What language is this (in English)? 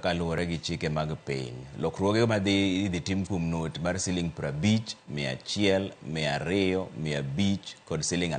Luo (Kenya and Tanzania)